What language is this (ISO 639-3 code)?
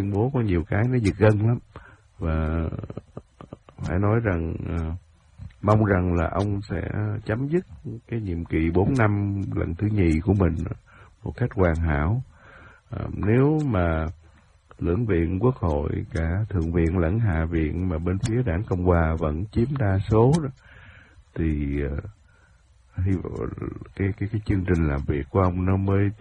vie